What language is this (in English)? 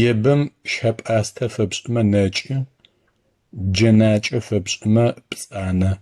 Adyghe